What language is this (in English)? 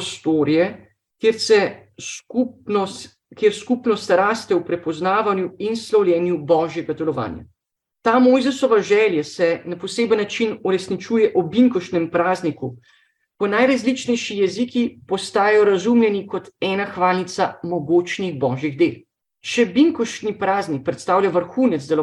Slovenian